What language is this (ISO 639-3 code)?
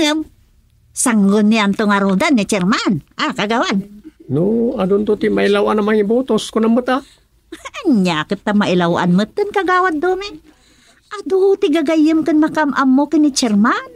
ilo